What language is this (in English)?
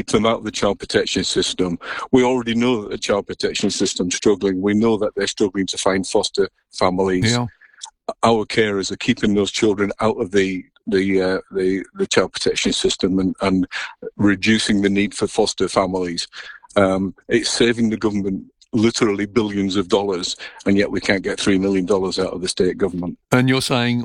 English